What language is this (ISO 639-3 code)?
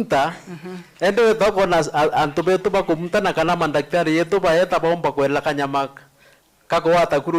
mer